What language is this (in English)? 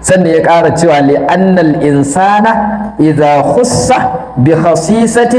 Hausa